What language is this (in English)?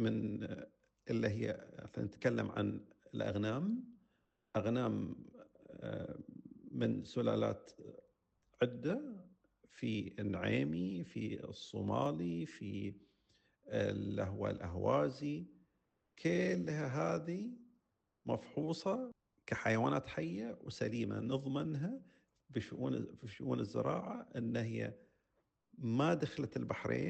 Gulf Arabic